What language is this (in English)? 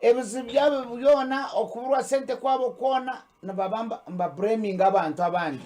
Nyankole